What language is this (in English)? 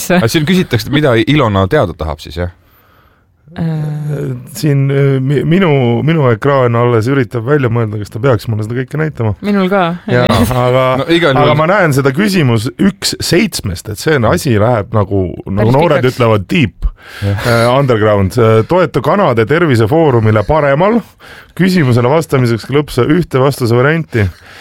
Estonian